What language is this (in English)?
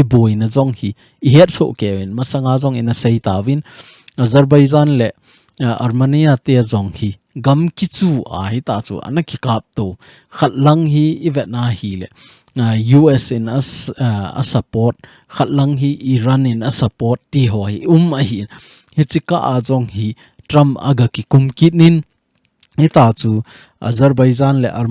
Thado Chin